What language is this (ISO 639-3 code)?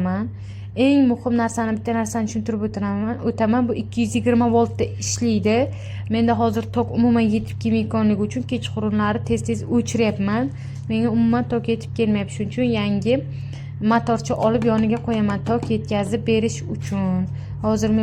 uzb